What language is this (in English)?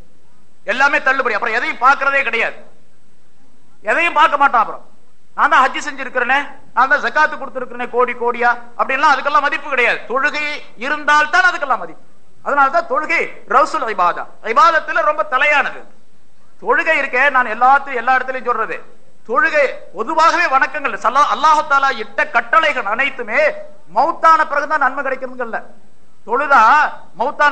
Tamil